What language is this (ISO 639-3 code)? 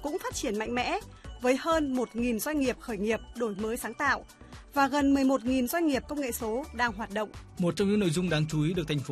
vie